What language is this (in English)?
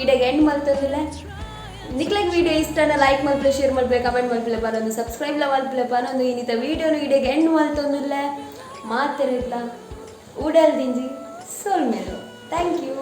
Tulu